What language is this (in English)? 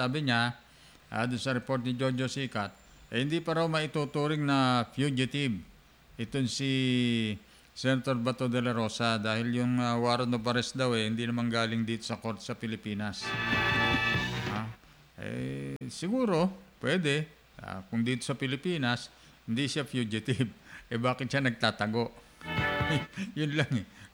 Filipino